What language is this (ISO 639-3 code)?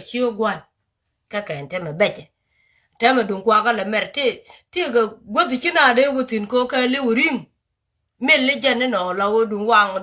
nus